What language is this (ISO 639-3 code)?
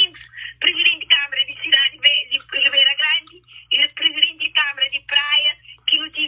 kea